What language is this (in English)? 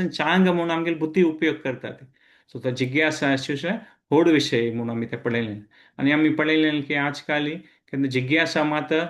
Konkani